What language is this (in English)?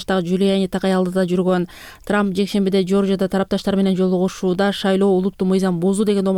Kyrgyz